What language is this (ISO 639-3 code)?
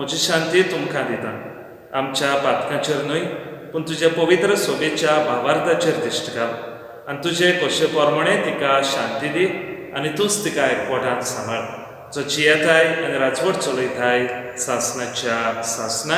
kok